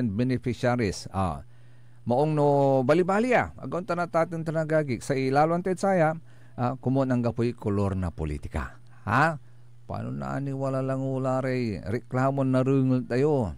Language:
Pangasinan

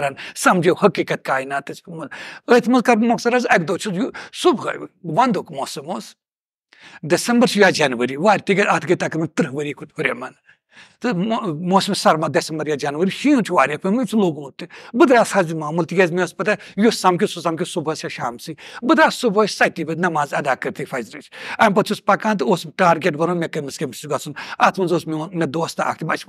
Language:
Kashmiri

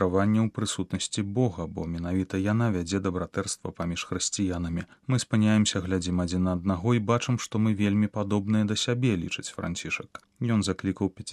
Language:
Belarusian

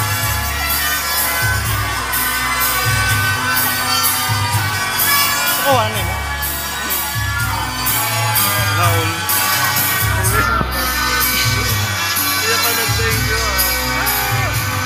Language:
Filipino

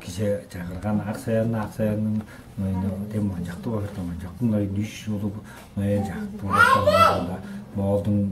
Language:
Tuvinian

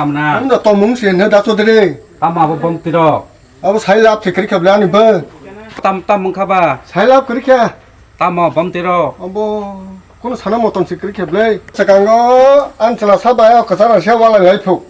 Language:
Kok Borok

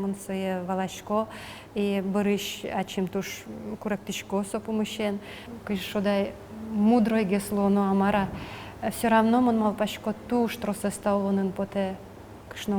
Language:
Udmurt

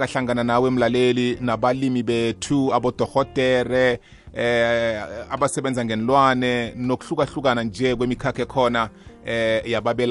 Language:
South Ndebele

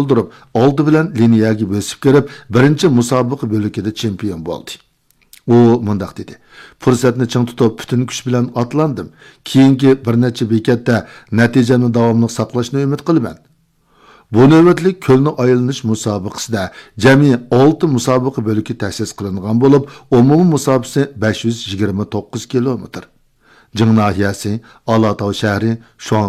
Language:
Uyghur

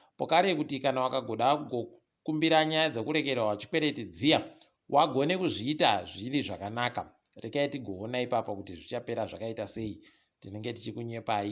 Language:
Ndau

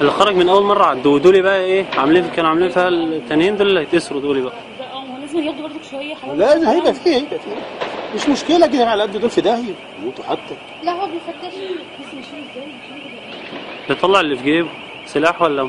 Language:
Egyptian Arabic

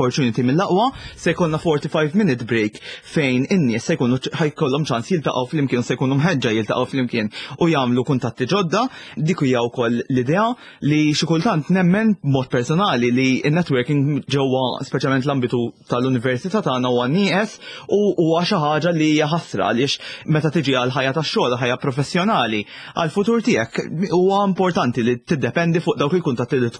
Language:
Maltese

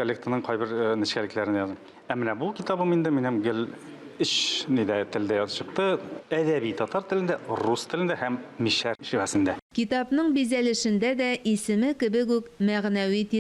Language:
Tatar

